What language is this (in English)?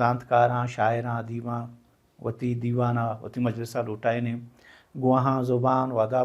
Baluchi